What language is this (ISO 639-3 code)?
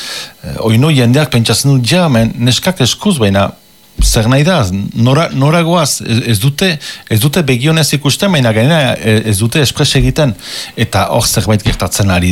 eus